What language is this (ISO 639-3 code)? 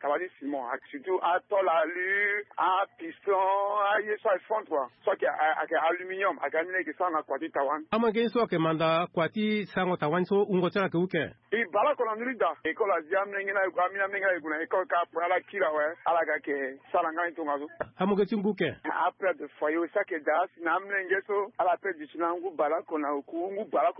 sag